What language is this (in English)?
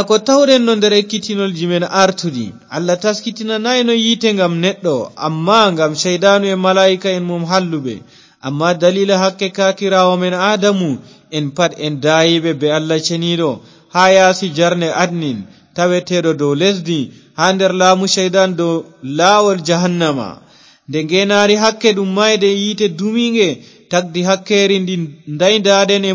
Fula